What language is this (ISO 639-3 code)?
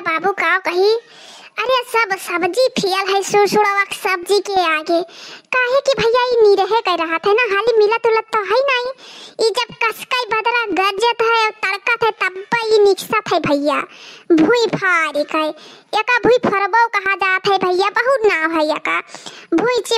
awa